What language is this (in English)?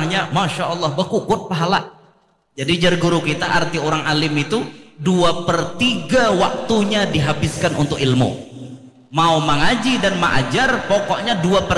Banjar